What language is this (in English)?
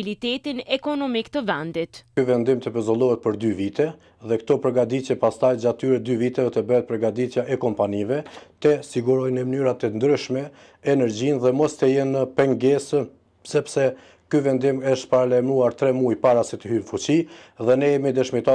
Albanian